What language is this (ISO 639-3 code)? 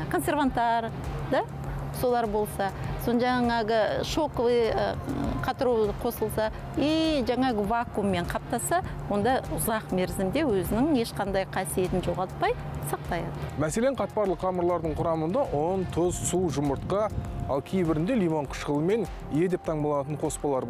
kaz